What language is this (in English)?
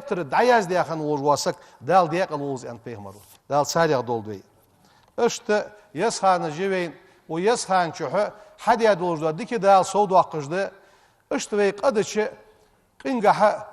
Ingush